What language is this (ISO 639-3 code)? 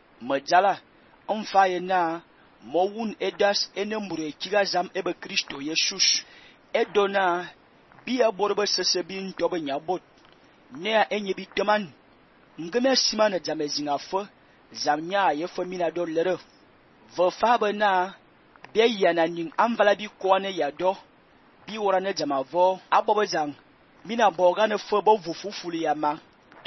fan